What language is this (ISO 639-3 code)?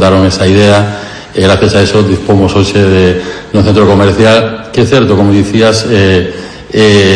glg